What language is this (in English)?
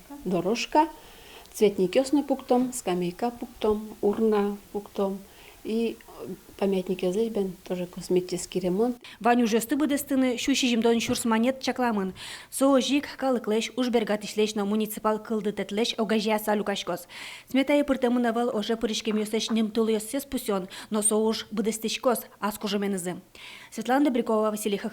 Udmurt